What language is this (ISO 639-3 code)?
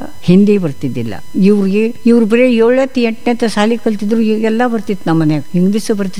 kan